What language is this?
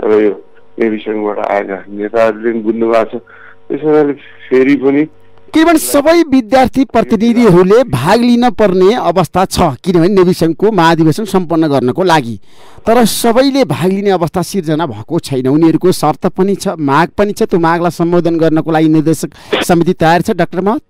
Nepali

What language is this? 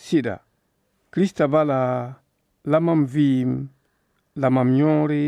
Mossi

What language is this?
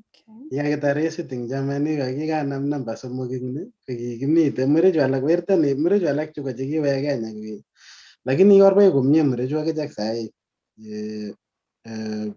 Kalenjin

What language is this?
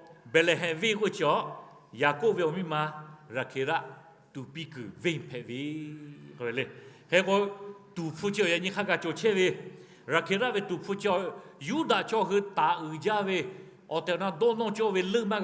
Lahu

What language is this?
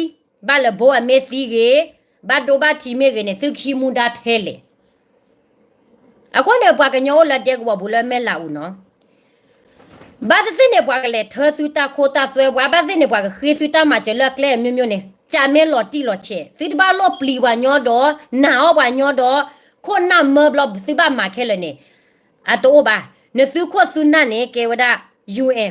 S'gaw Karen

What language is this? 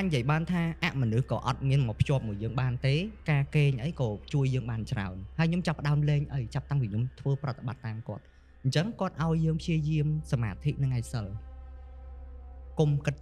Khmer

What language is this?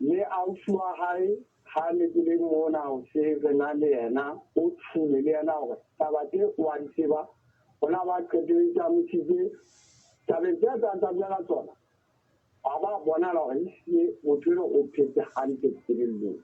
Southern Sotho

